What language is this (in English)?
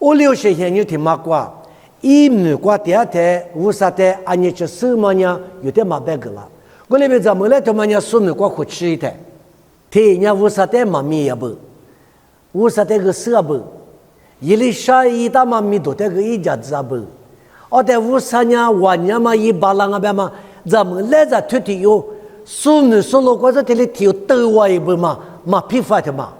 Lisu